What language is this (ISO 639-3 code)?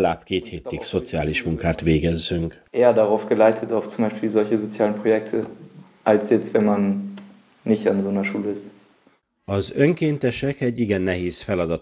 hun